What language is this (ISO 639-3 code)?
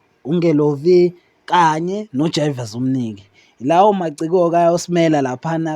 zul